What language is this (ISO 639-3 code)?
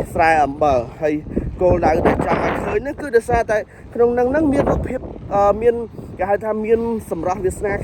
khm